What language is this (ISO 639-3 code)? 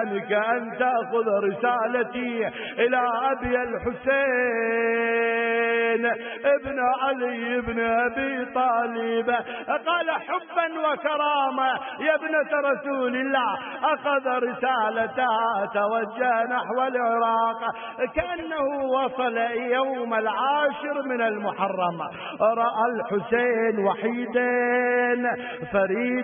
ara